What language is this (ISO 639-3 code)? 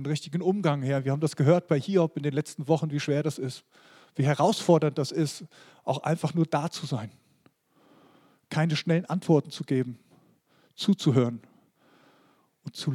deu